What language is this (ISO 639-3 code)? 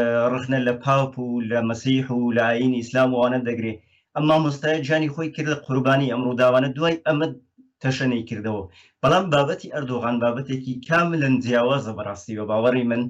ckb